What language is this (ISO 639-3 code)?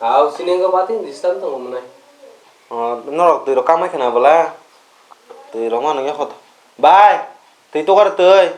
trp